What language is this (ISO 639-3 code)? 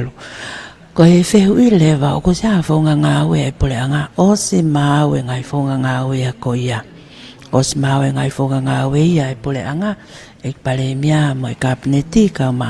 ton